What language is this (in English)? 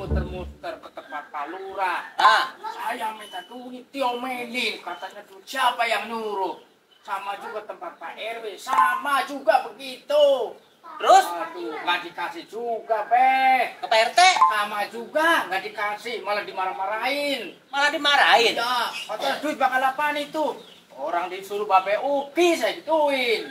Betawi